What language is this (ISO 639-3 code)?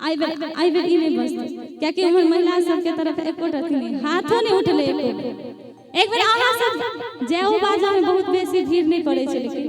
mai